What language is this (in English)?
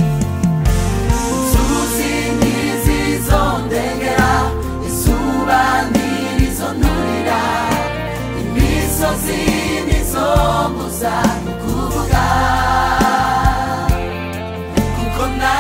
Rundi